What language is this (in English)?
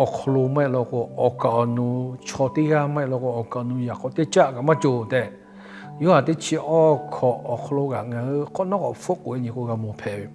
Lahu